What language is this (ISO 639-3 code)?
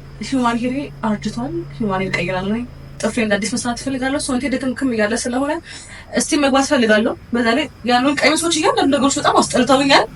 amh